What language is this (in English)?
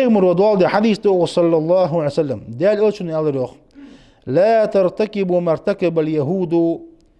Ingush